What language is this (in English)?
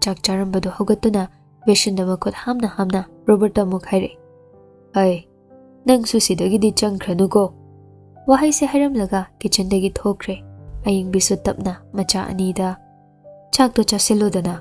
Manipuri